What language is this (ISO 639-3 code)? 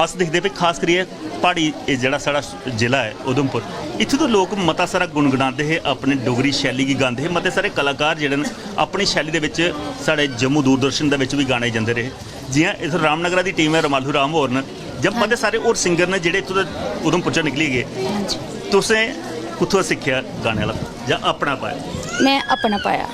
doi